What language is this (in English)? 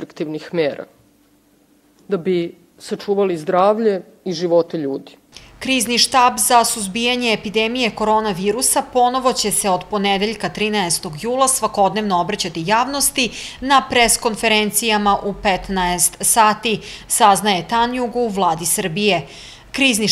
Serbian